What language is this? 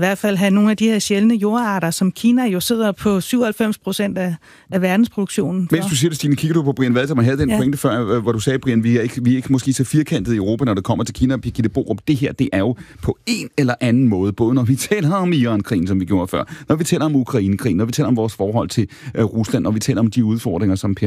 Danish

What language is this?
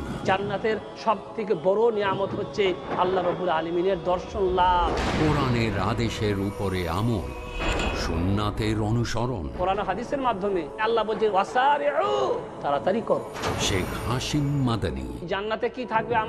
Bangla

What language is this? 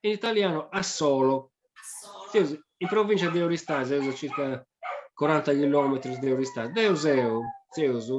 Sardinian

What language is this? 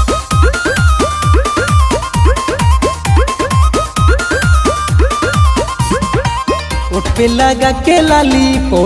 Bhojpuri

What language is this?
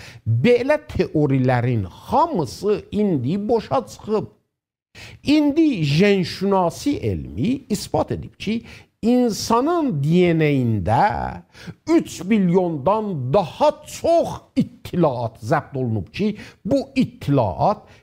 South Azerbaijani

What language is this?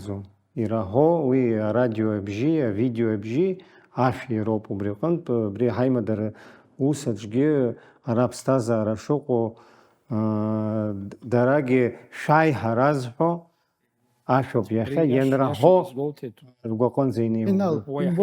Abkhazian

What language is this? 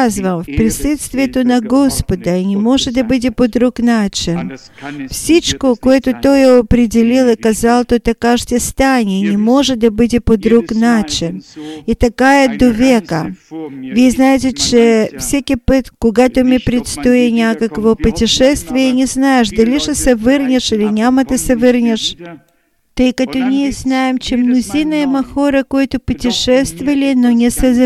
Bulgarian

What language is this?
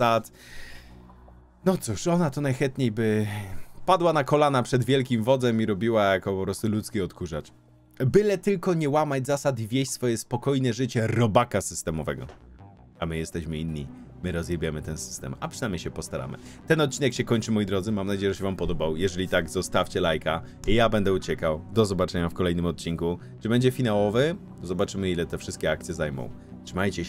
Polish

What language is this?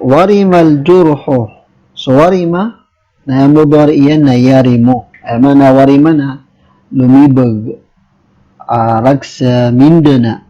Maranao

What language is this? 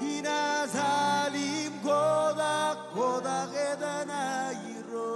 Marshallese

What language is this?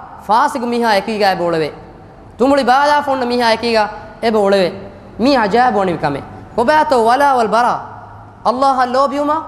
Divehi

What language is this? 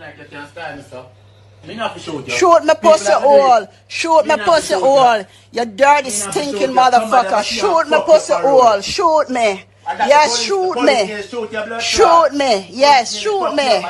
Jamaican Creole English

